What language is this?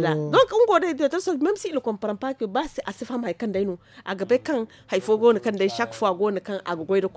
Zarma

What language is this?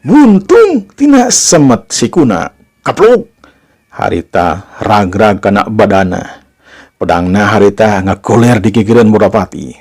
Sundanese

